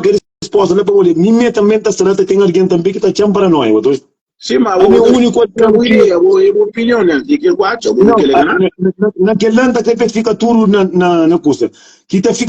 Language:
Kabuverdianu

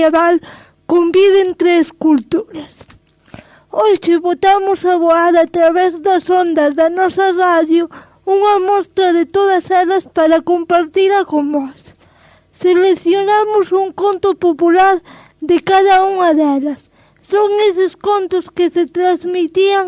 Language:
Galician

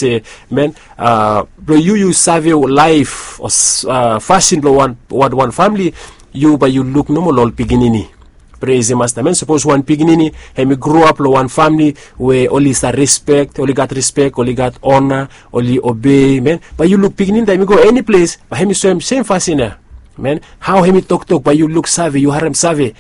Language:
Bislama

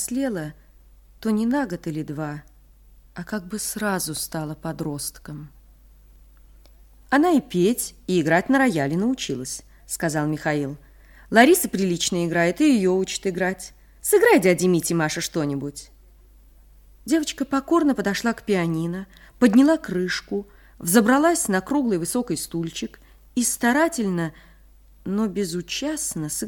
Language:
Russian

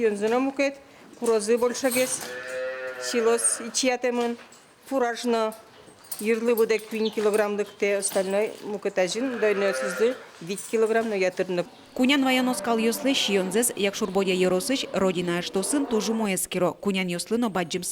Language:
Udmurt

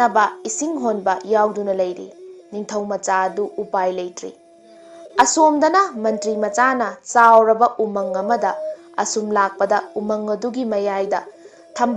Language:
Manipuri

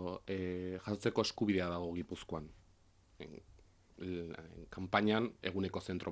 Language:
Basque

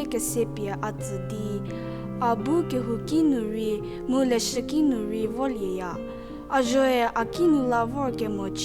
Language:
Angami Naga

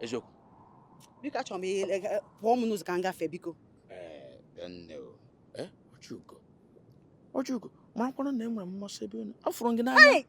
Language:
Igbo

